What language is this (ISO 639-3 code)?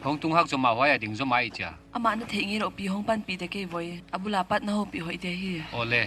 pck